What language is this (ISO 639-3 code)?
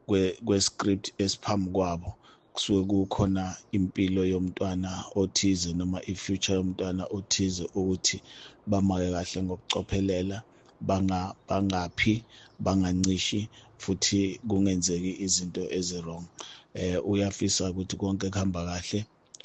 zul